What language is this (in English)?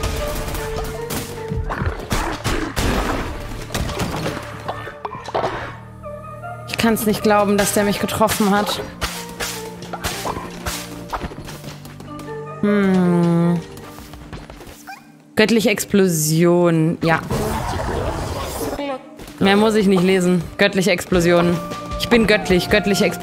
German